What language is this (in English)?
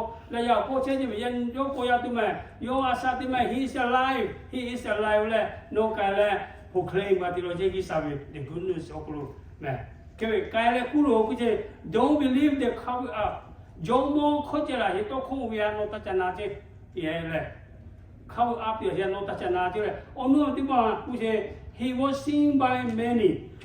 Lahu